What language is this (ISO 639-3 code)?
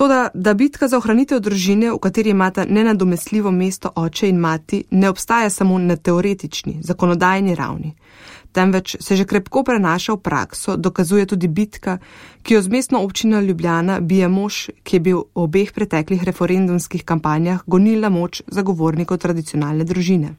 slv